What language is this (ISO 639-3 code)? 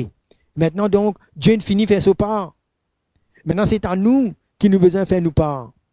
mfe